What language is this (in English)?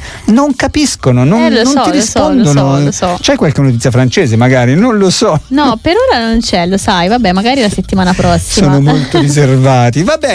Italian